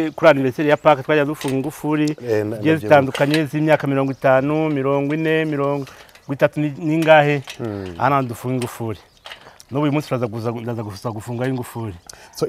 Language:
Kinyarwanda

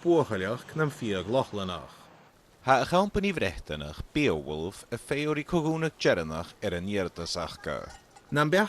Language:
Scottish Gaelic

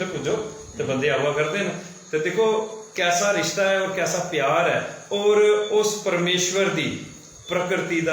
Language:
Dogri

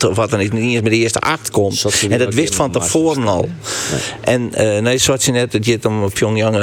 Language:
Western Frisian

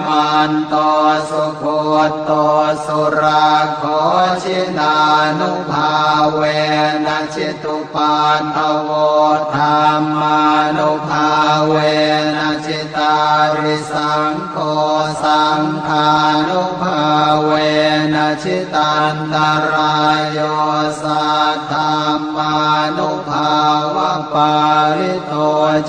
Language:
Pali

